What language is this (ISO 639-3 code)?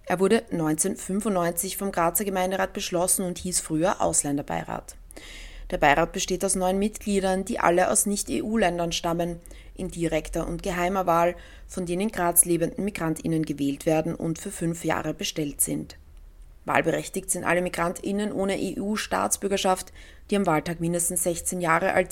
deu